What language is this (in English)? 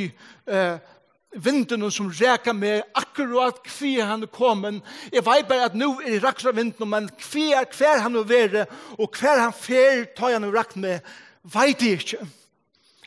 Faroese